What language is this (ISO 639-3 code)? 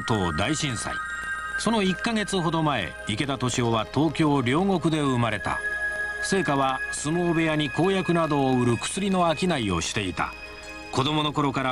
jpn